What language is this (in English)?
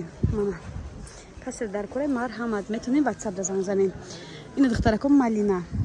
Tajik